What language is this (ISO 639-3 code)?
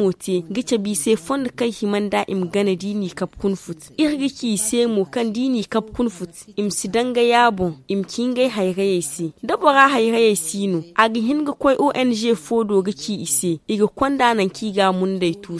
dje